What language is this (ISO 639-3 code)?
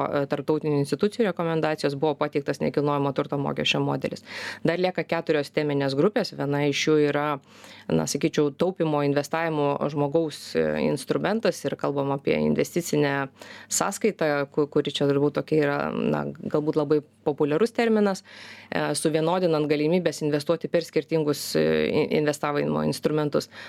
lit